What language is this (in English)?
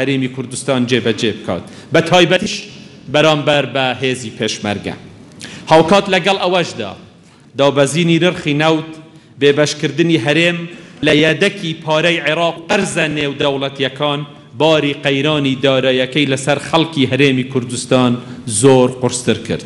Central Kurdish